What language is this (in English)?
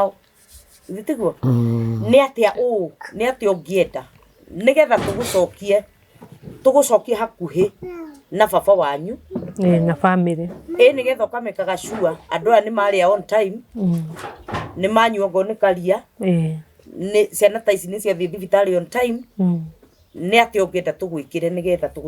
Kikuyu